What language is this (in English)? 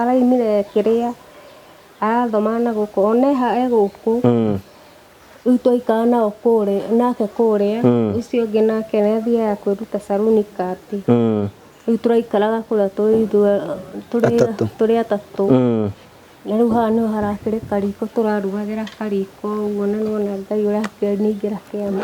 Kikuyu